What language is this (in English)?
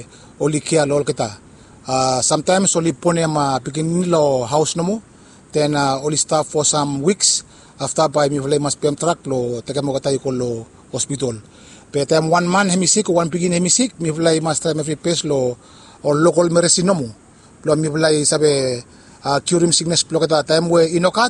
Bislama